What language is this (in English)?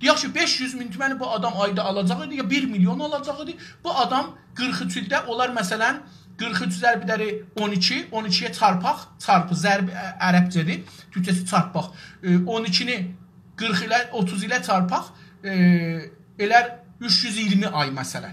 South Azerbaijani